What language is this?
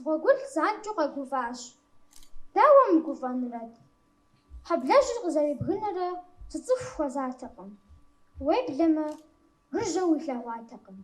Kabardian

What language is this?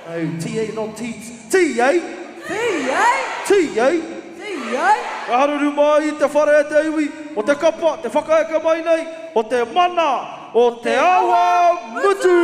Māori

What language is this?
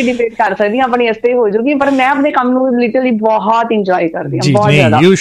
Punjabi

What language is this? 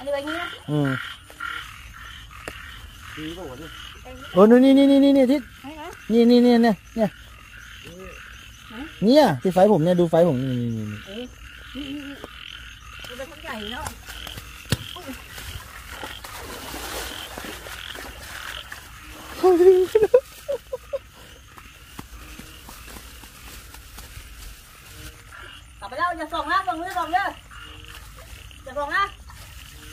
Thai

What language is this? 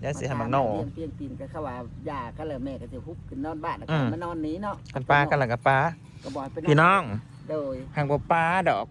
Northeastern Thai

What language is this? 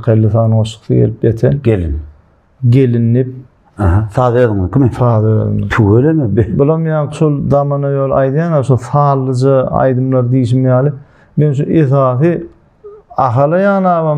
Turkmen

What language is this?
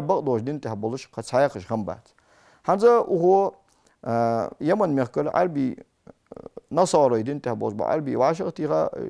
Ingush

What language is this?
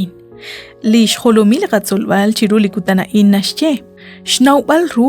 Kekchí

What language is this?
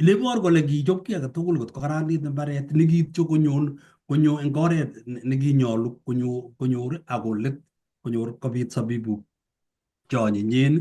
Kalenjin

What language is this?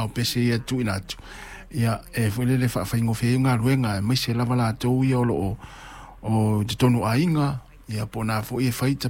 Samoan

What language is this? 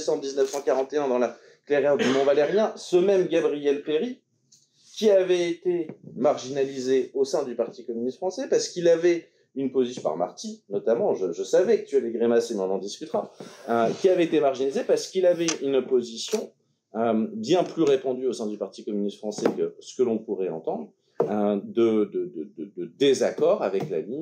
French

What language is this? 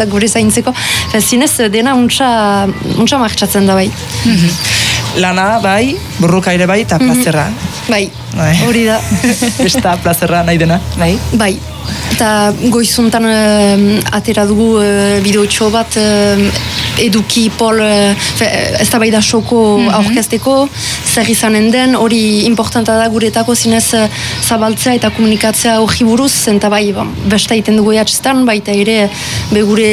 Basque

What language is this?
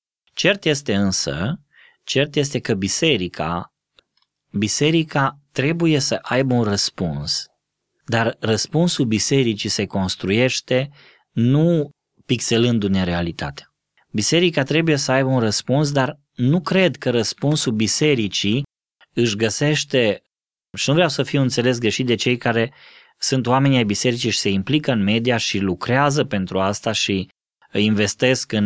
Romanian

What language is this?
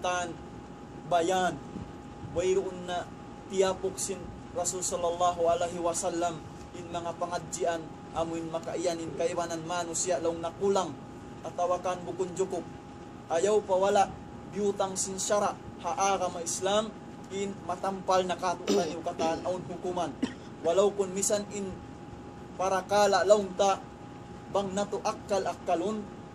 Tausug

